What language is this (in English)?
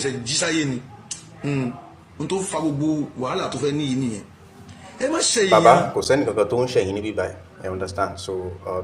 Yoruba